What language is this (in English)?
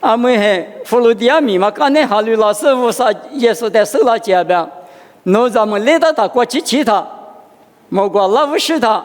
Lisu